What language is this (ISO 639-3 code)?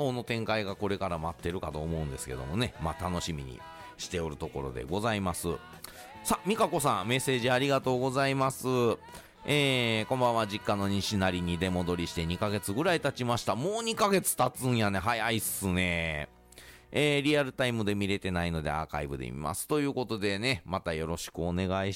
jpn